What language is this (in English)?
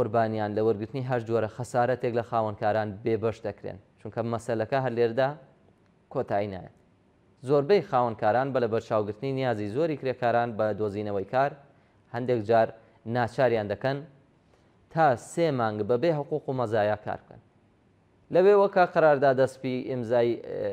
Central Kurdish